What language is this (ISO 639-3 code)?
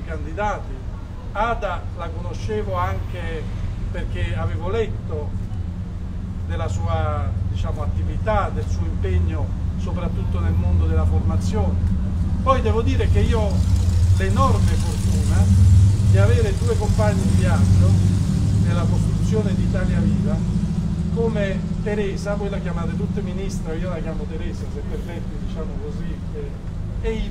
ita